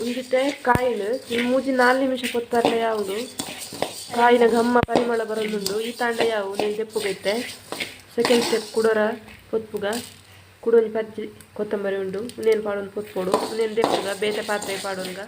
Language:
Tulu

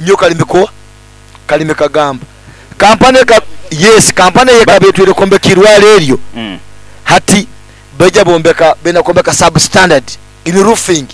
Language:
Nyoro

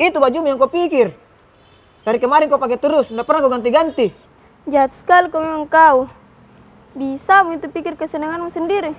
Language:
Makassar Malay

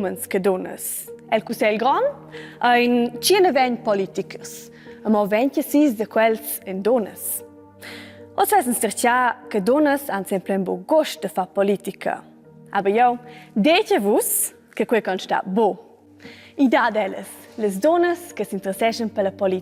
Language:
Romansh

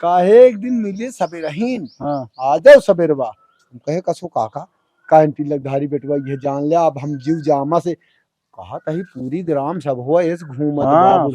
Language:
Awadhi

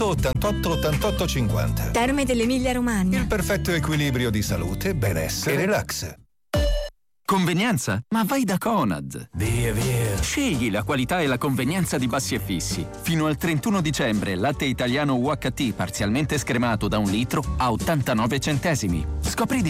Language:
Italian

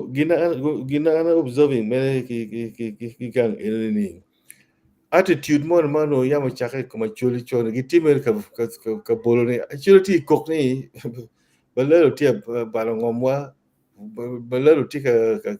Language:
Acoli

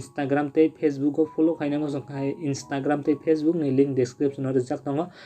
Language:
Kok Borok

